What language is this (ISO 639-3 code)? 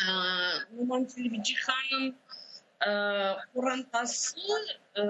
crh